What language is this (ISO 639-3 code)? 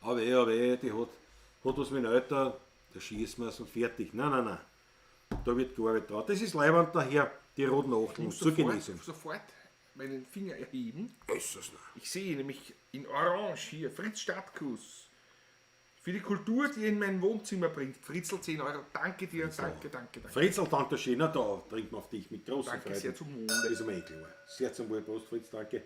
bar